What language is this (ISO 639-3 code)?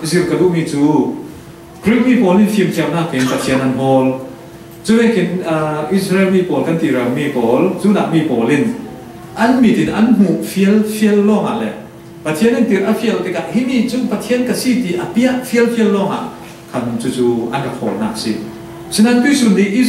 cfm